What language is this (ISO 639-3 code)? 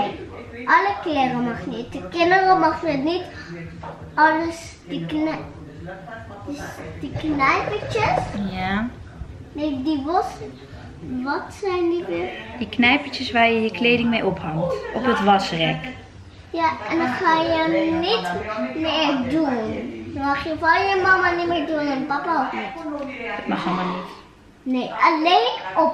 nld